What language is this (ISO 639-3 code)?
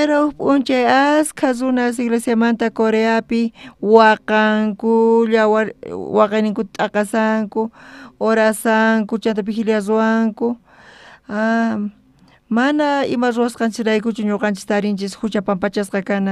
quh